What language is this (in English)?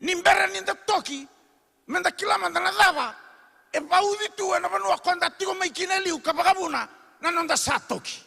Fijian